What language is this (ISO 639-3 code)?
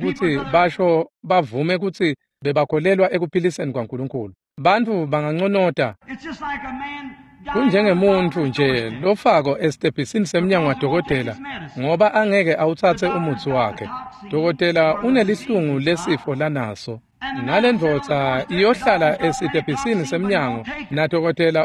ssw